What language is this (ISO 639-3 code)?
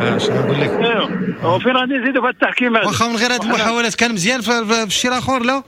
ary